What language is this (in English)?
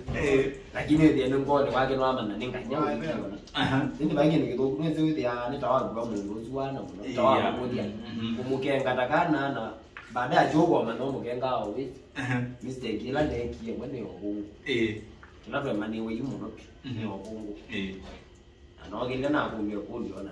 Kamba